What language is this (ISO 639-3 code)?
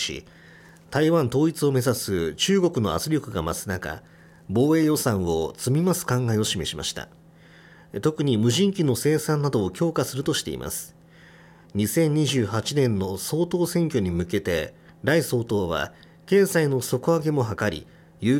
jpn